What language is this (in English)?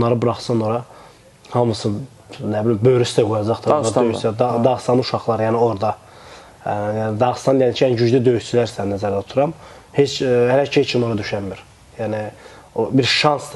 Azerbaijani